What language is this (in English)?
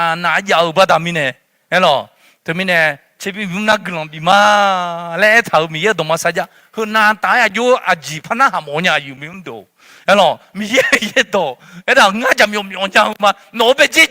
Akha